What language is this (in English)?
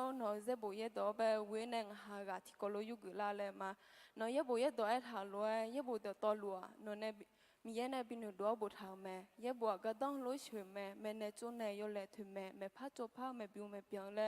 Akha